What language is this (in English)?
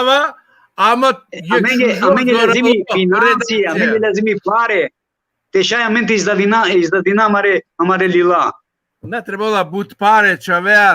Balkan Romani